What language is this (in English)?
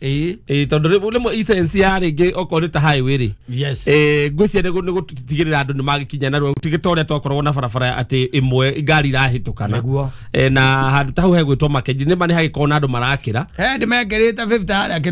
Kikuyu